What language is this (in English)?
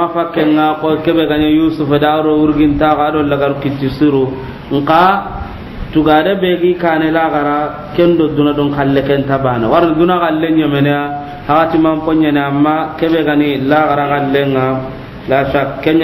Soninke